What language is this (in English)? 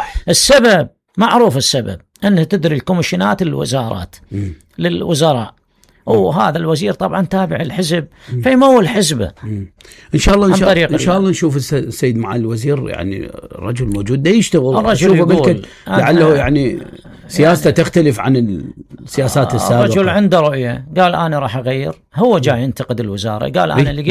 Mesopotamian Arabic